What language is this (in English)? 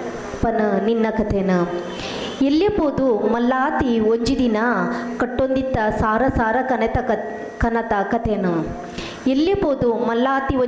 Tulu